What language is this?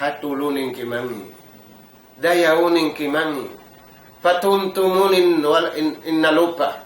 Tausug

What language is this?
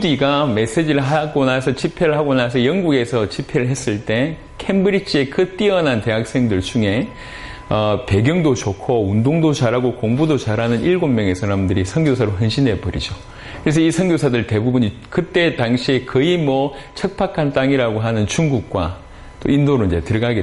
Korean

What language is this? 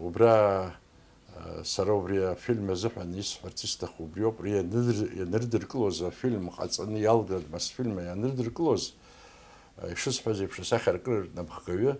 Abkhazian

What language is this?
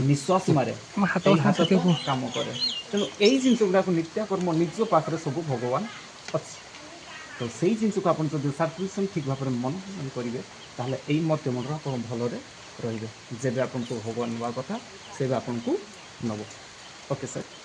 Odia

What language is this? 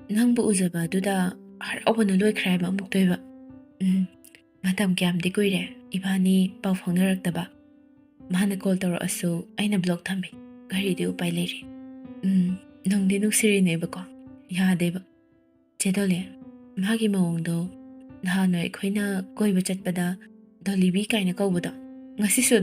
Manipuri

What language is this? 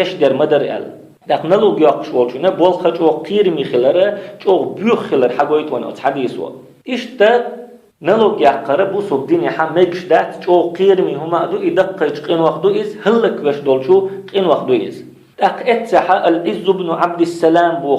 Chechen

